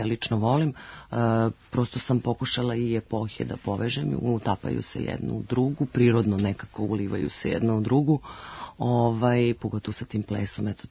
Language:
Serbian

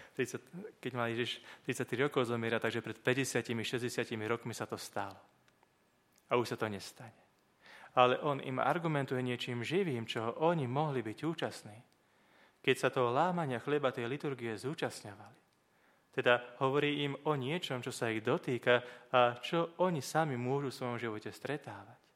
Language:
Slovak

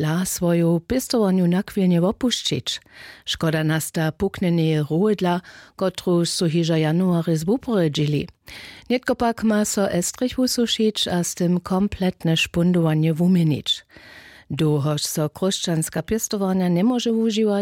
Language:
Upper Sorbian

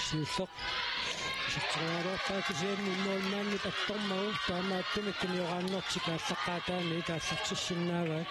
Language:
Kalaallisut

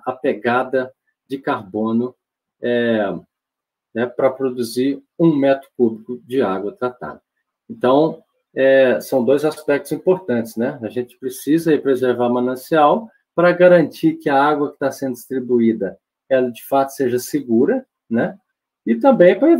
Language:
Portuguese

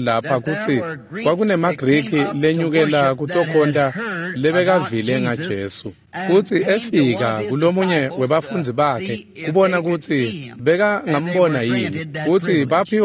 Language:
Swati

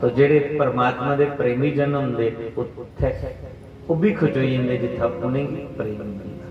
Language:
Dogri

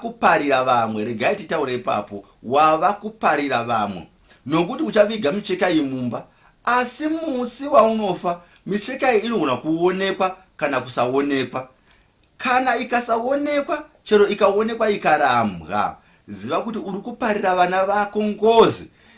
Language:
Shona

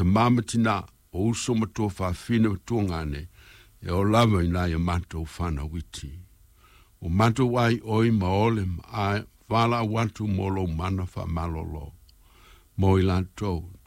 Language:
Samoan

